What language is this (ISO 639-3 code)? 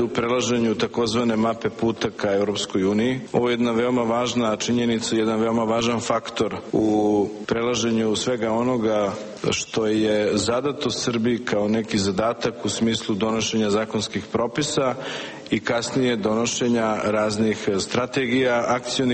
srp